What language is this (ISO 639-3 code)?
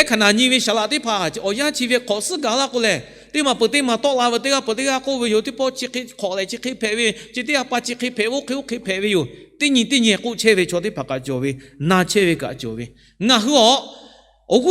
lhu